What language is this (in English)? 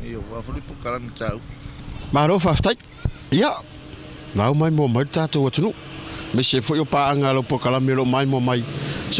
Samoan